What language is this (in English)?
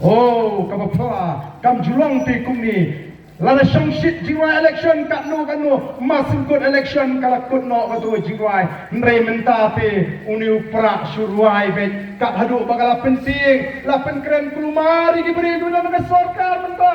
Khasi